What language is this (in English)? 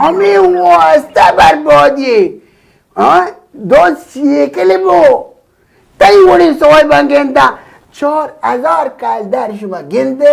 Baluchi